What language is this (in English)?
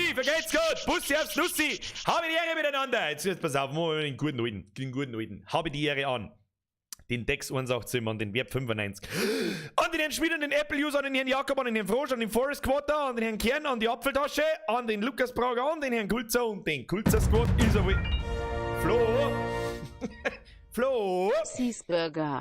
Bavarian